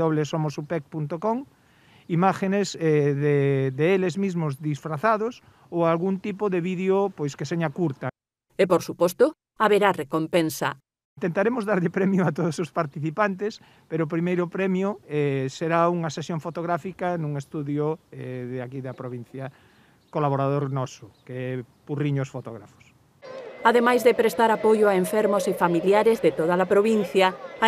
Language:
Galician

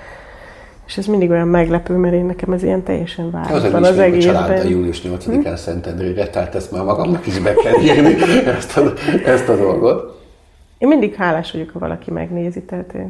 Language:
Hungarian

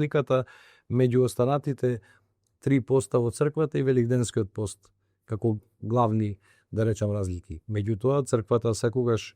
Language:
Macedonian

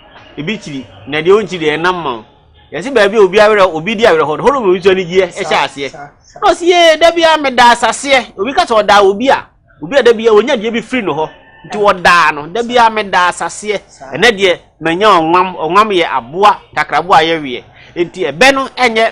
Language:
Akan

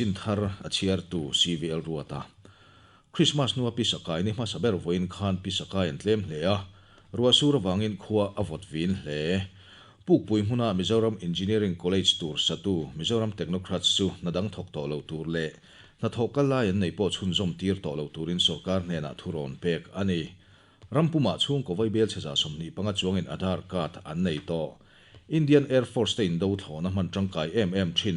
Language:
Mizo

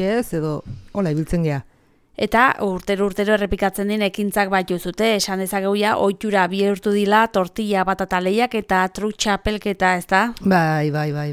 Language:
Basque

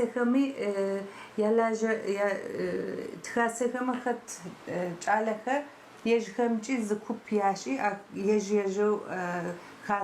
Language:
Adyghe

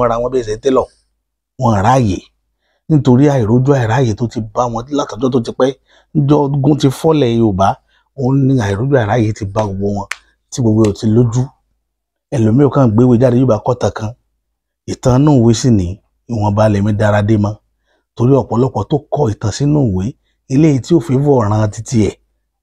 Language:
Yoruba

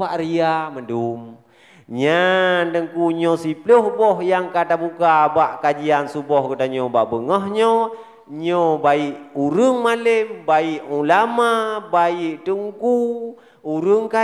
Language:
Achinese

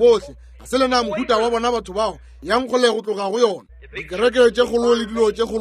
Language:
Northern Sotho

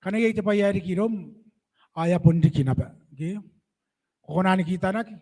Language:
Gilbertese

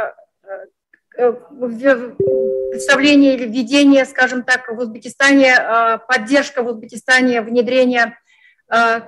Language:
Russian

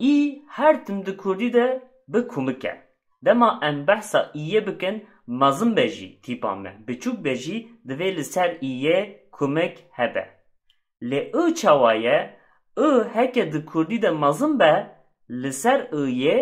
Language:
Kurdish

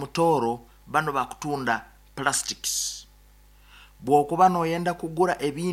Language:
Nyoro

